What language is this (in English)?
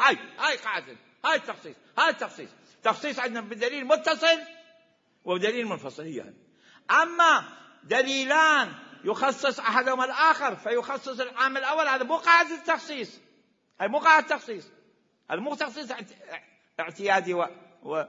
Mesopotamian Arabic